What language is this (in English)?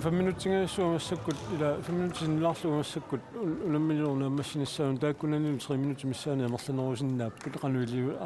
Kalaallisut